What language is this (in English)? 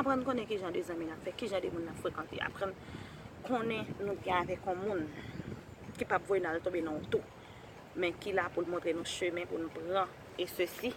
Haitian Creole